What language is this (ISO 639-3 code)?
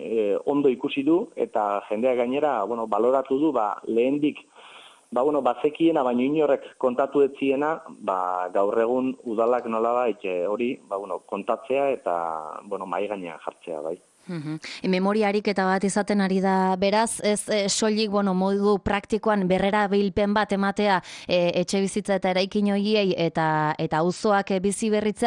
eus